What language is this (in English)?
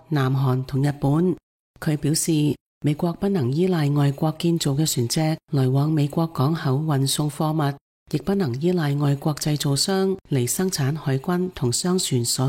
Cantonese